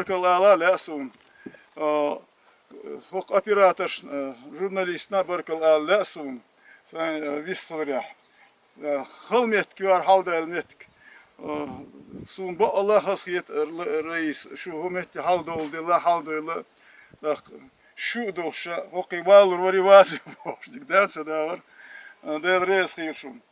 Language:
Chechen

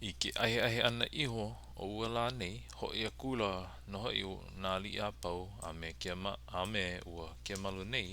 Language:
Hawaiian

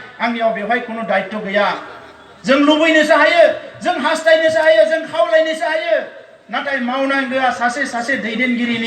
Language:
Bodo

